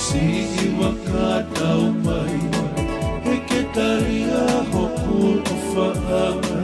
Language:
Tongan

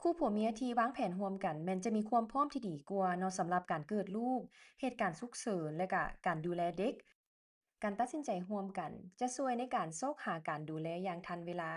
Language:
Lao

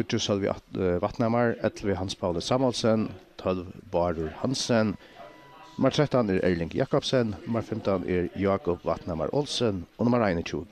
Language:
Faroese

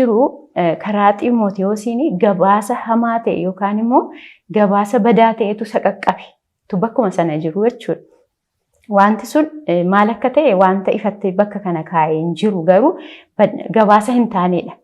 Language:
Oromo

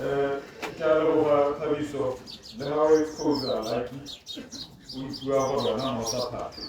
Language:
Tswana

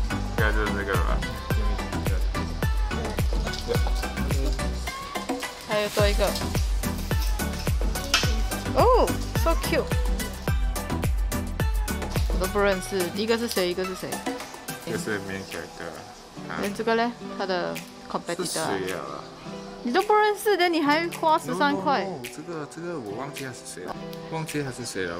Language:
Chinese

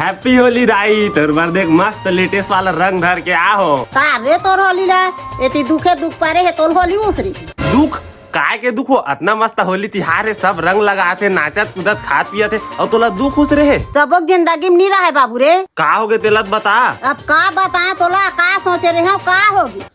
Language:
Chhattisgarhi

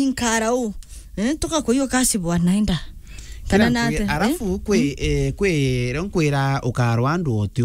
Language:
Meru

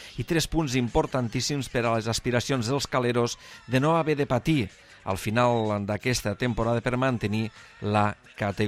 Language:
Catalan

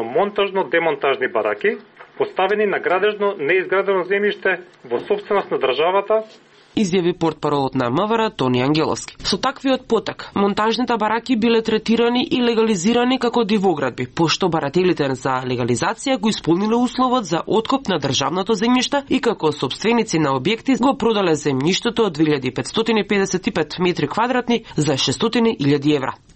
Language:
Macedonian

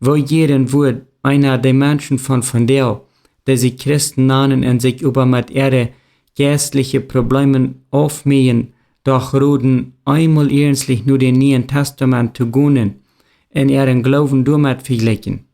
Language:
Plautdietsch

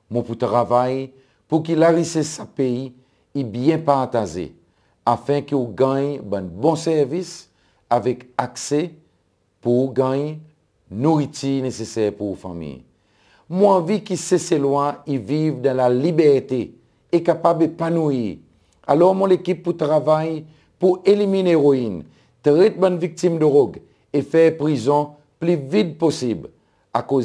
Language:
Seselwa Creole French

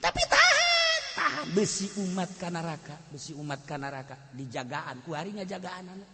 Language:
Sundanese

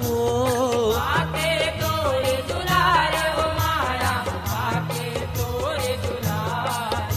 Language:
Chhattisgarhi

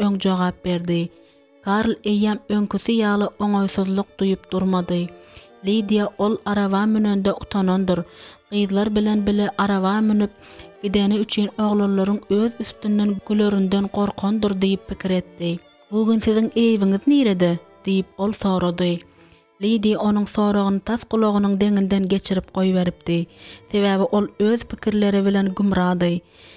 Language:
Turkmen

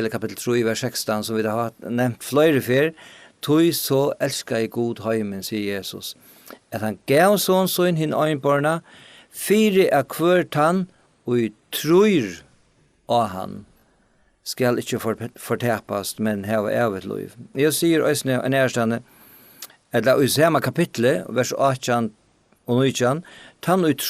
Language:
Faroese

